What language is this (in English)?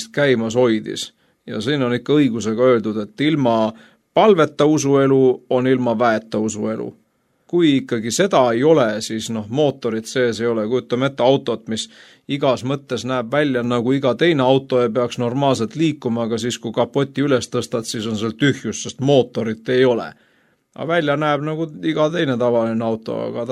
Estonian